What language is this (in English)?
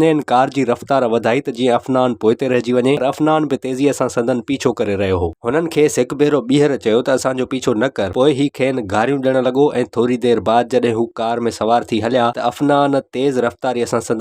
Sindhi